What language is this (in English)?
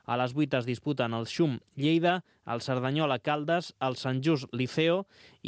Catalan